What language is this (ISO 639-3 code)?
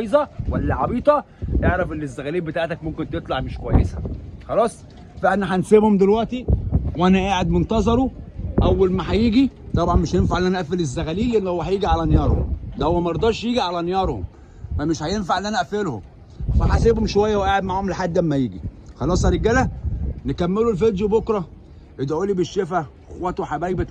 arz